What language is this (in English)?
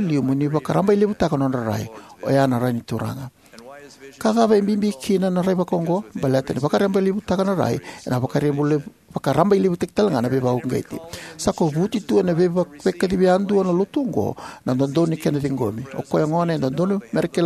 Fijian